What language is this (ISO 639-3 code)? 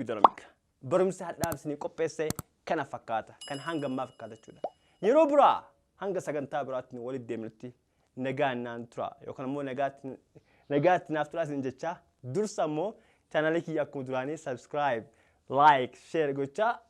orm